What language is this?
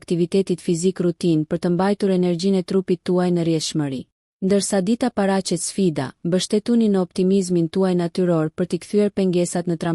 Albanian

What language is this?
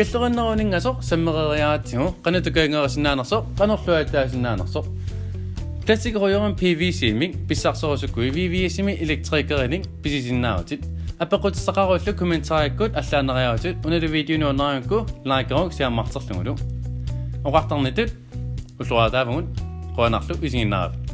Kalaallisut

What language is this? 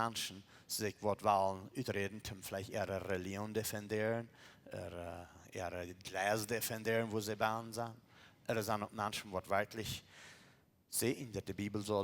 Plautdietsch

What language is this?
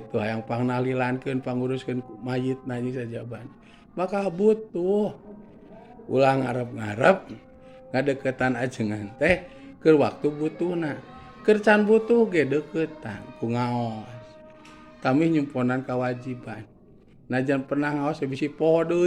Sundanese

